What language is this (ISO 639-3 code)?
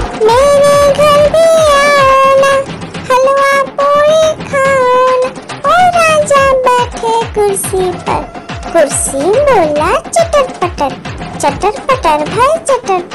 hin